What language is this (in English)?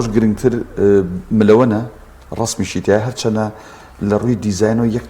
Central Kurdish